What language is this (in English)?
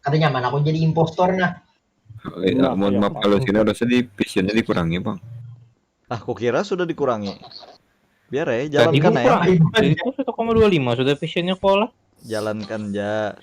Banjar